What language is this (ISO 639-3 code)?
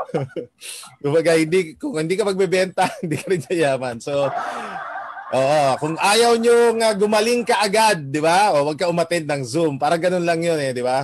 fil